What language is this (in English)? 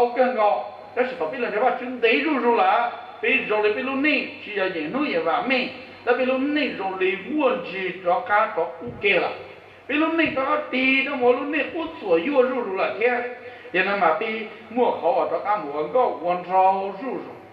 Hmong